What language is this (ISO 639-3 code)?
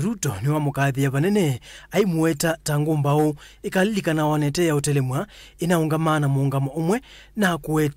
kam